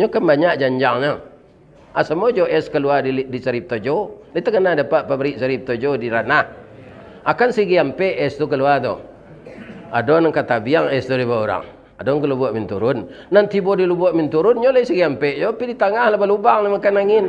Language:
Minangkabau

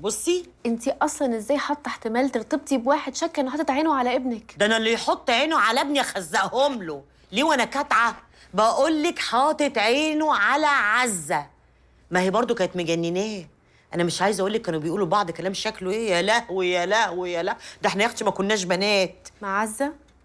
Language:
Egyptian Arabic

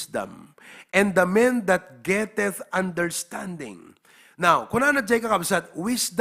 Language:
Iloko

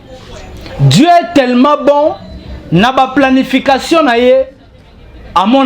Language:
Lingala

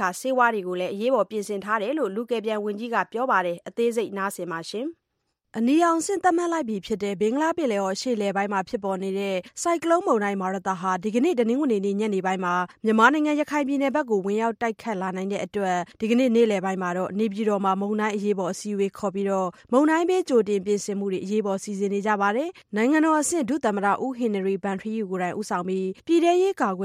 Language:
Burmese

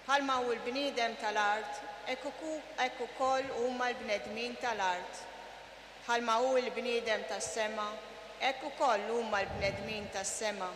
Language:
Maltese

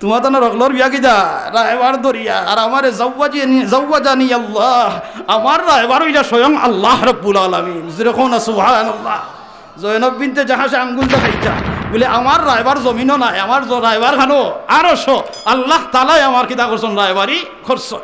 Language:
Sylheti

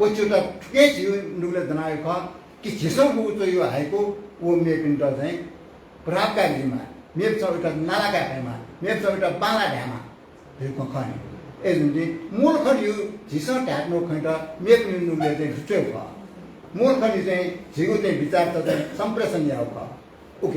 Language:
Newari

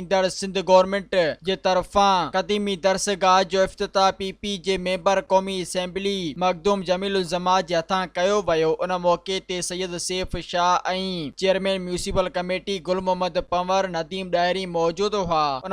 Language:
Sindhi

